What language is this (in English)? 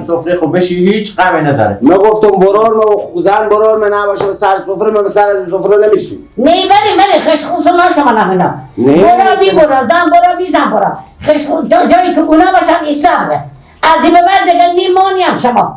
Persian